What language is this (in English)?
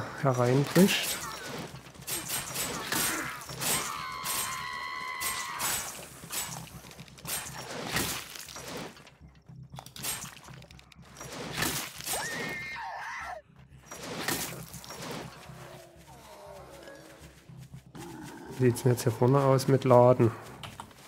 German